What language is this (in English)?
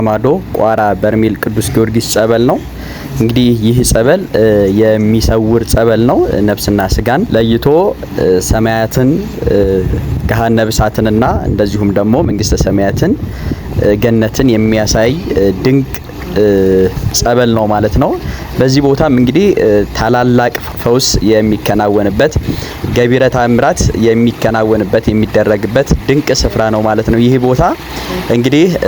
Amharic